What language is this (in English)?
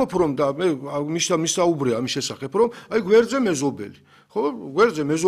Georgian